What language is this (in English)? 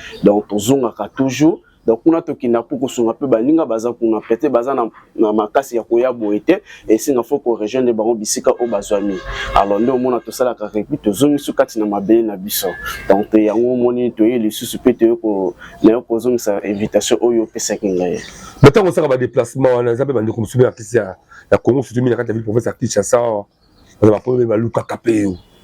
Lingala